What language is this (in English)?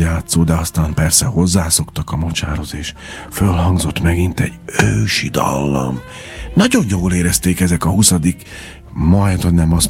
Hungarian